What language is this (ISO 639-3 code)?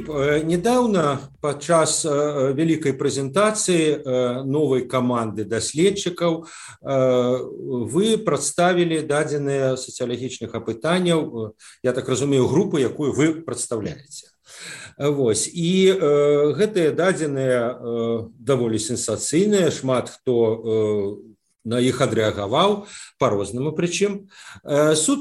bel